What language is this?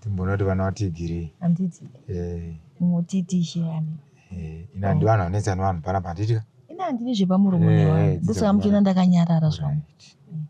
Shona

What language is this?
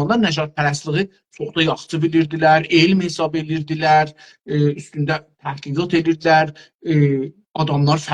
South Azerbaijani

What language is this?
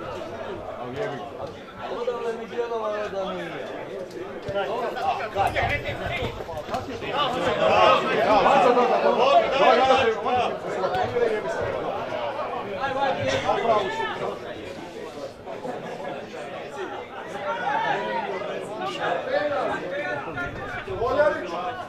Croatian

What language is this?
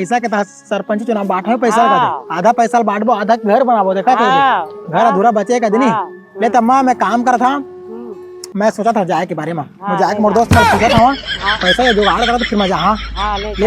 Chhattisgarhi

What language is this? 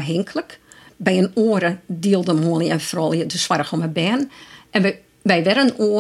Western Frisian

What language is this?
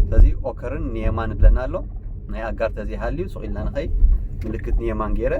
Tigrinya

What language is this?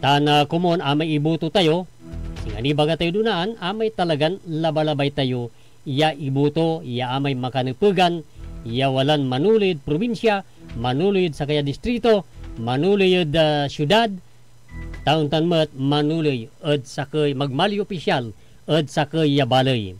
Pangasinan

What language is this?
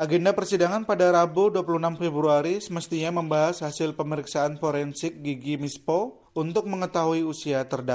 Indonesian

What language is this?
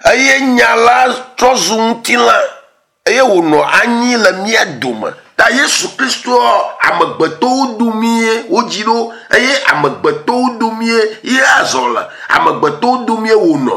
Ewe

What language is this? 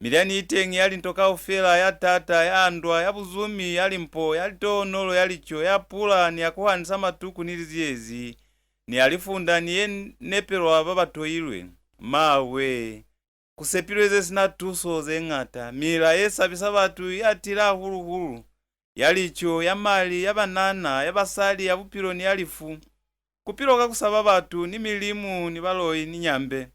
Lozi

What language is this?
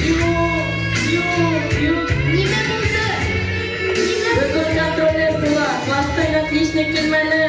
Bashkir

